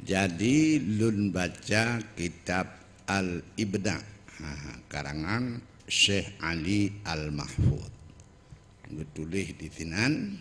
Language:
Achinese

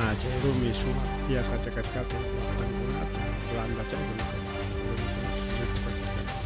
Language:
Ayacucho Quechua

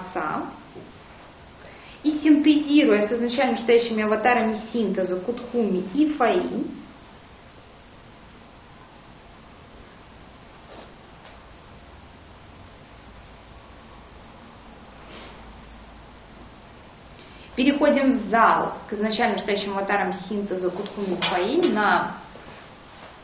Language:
Russian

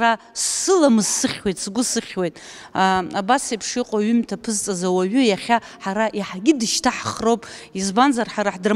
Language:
Abkhazian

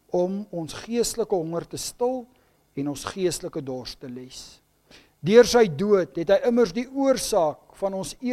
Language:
Afrikaans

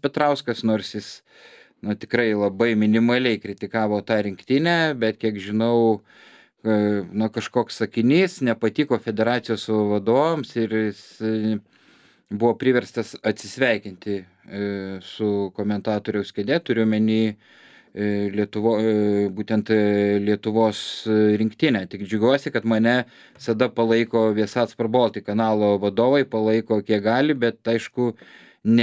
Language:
Lithuanian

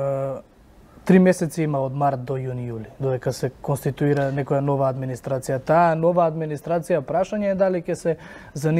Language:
Macedonian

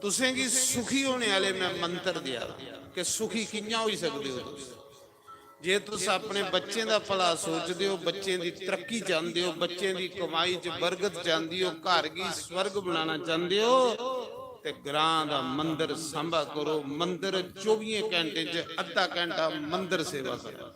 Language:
Dogri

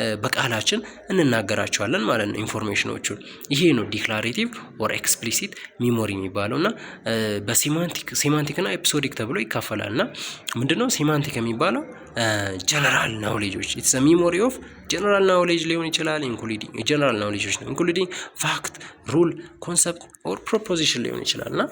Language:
Amharic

